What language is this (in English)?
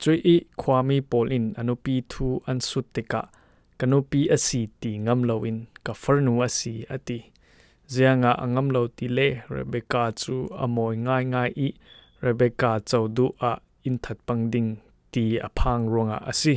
Falam Chin